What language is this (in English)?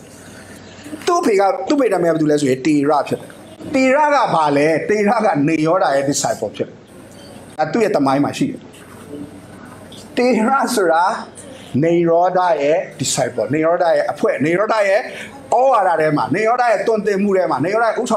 Burmese